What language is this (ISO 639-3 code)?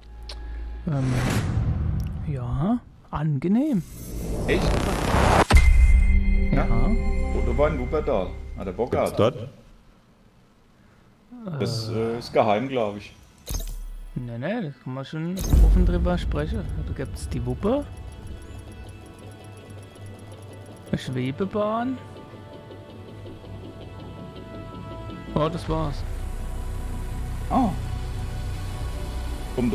deu